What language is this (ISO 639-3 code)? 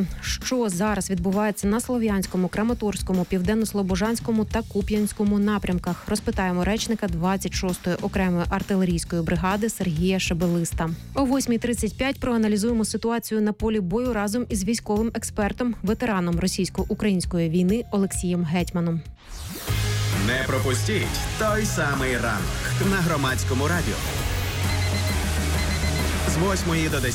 ukr